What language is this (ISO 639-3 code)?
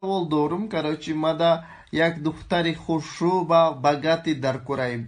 tgk